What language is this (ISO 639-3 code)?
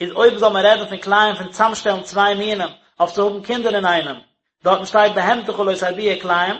yid